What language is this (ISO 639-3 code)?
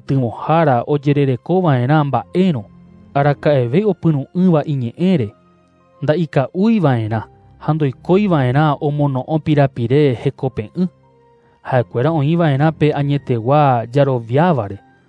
grn